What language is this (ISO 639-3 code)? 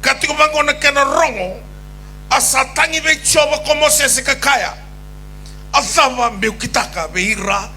fij